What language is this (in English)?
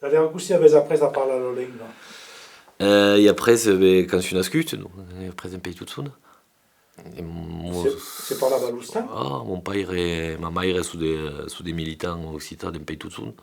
Occitan